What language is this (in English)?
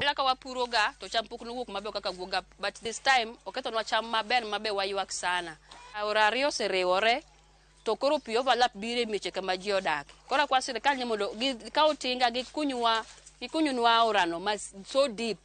Luo (Kenya and Tanzania)